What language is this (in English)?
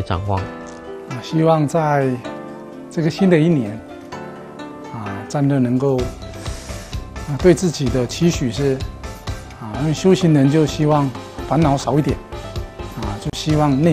Chinese